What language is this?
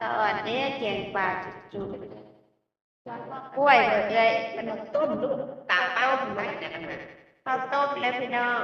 Northeastern Thai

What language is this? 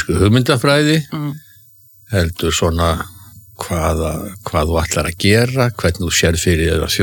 Icelandic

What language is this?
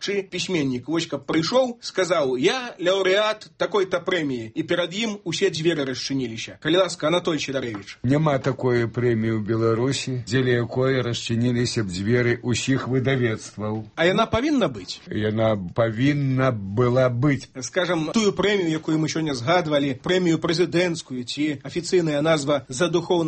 Belarusian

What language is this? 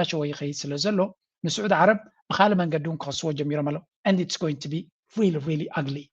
Tigrinya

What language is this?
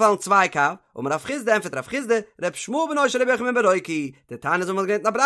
Yiddish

